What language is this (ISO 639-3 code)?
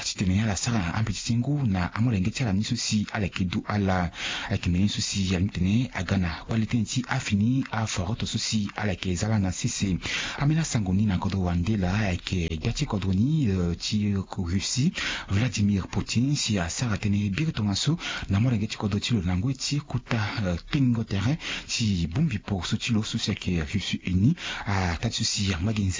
sag